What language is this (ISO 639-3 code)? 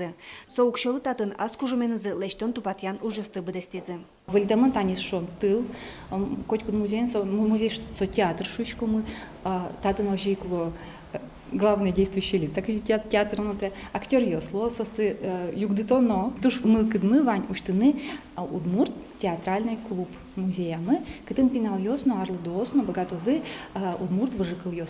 udm